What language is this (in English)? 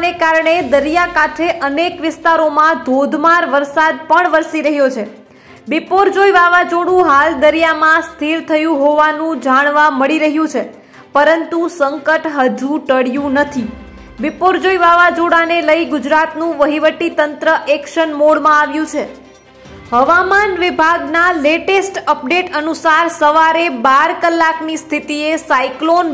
Gujarati